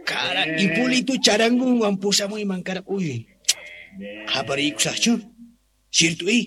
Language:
South Bolivian Quechua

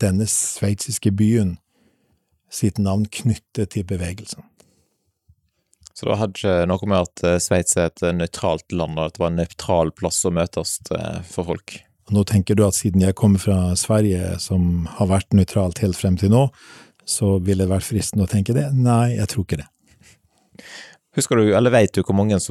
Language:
Norwegian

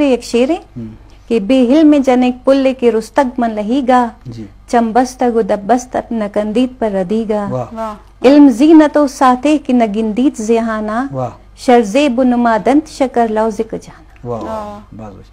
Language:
Eastern Balochi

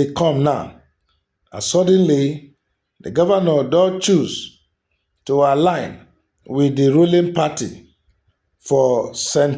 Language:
Nigerian Pidgin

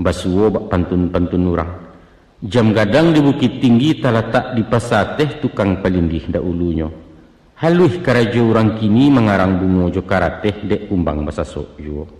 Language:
Minangkabau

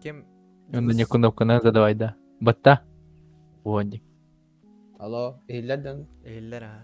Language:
Yakut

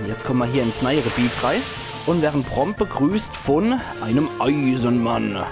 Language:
Palatine German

